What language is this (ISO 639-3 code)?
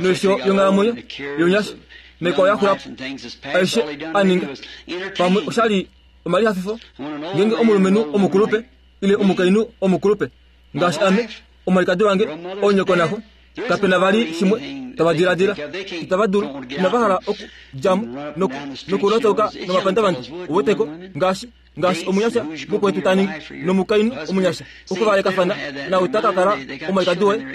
kua